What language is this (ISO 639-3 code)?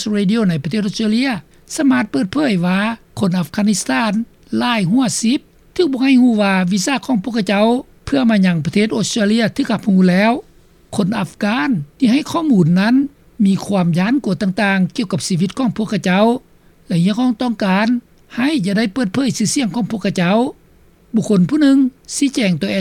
lao